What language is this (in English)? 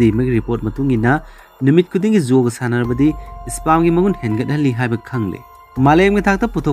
Manipuri